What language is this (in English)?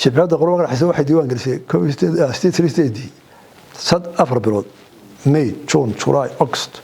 Somali